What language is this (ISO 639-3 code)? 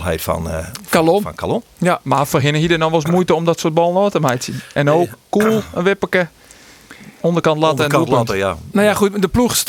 fry